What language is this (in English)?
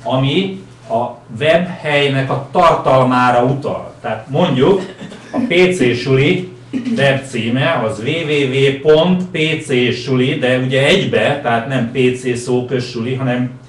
Hungarian